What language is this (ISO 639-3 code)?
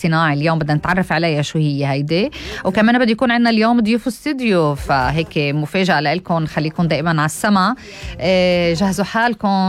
apc